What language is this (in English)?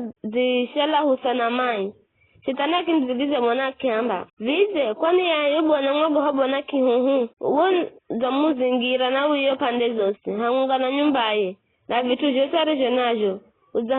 Giryama